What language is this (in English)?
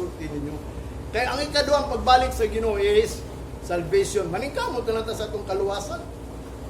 Cebuano